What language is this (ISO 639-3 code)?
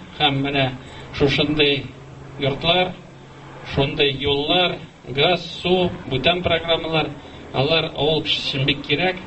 tat